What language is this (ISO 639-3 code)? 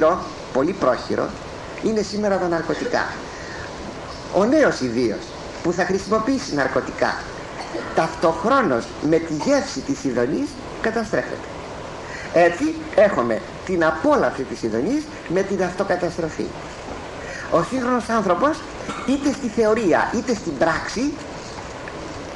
ell